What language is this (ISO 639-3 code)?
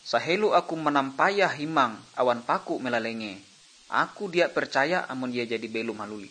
nij